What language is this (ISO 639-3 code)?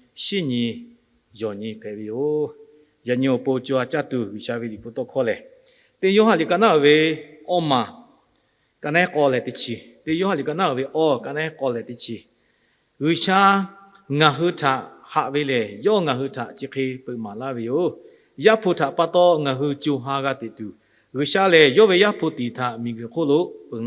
lhu